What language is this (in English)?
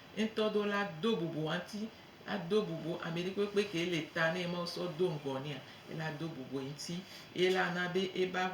Gen